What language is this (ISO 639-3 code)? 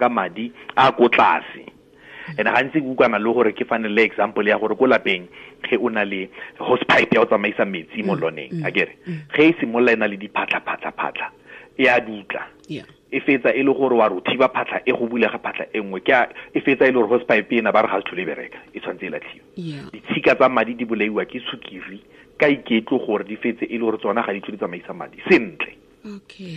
tsn